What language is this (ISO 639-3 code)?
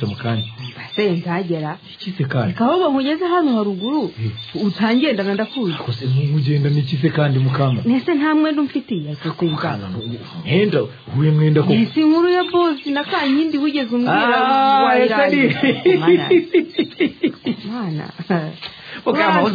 kin